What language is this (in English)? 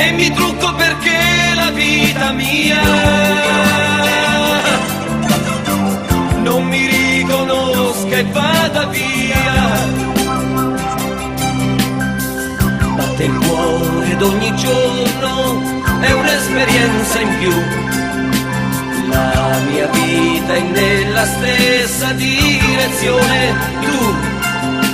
Italian